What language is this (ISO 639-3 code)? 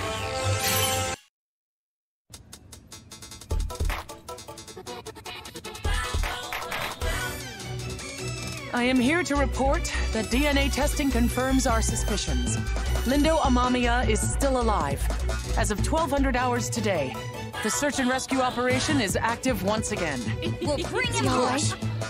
eng